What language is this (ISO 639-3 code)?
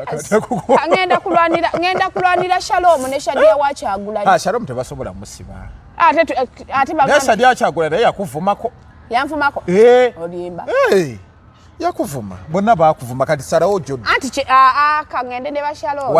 lug